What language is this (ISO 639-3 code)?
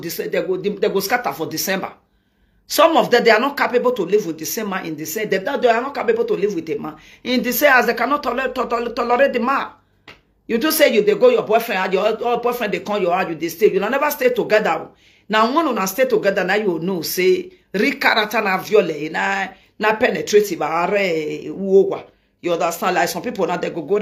pcm